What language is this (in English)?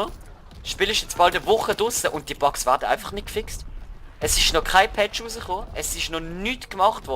Swiss German